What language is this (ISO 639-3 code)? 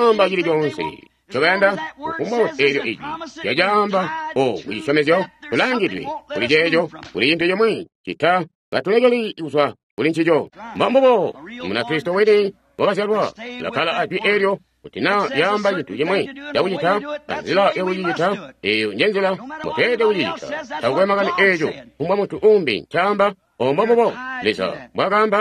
toi